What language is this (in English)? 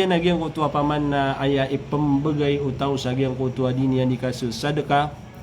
Maranao